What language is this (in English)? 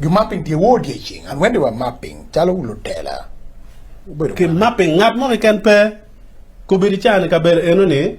Acoli